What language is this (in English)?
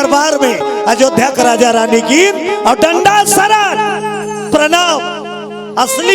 Chhattisgarhi